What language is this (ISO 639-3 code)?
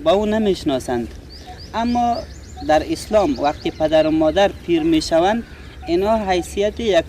fas